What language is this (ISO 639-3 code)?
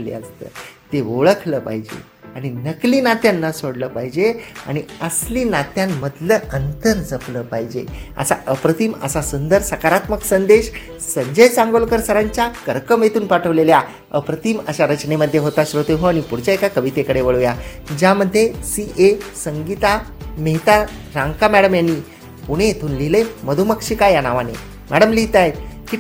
mar